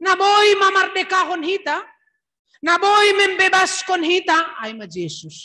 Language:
Batak Simalungun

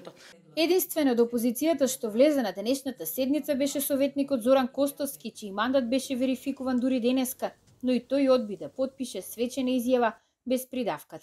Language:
Macedonian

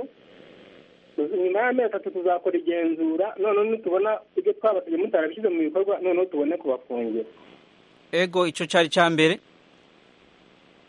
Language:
Kinyarwanda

